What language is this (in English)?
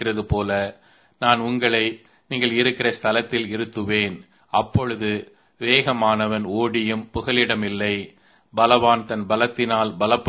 Tamil